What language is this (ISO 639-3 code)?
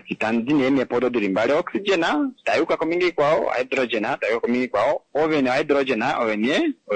kua